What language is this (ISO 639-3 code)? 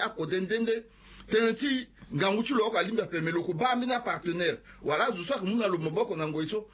sag